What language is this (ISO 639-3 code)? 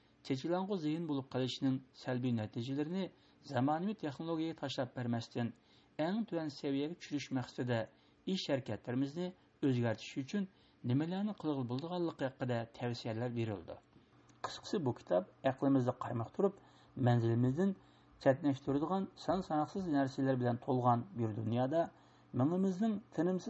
uig